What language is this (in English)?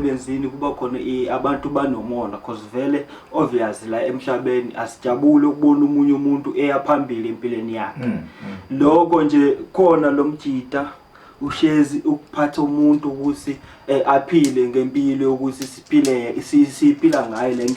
Zulu